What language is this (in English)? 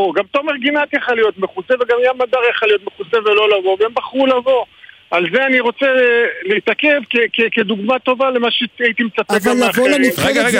Hebrew